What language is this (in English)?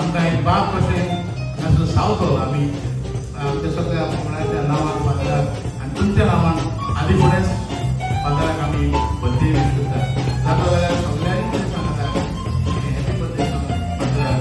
Konkani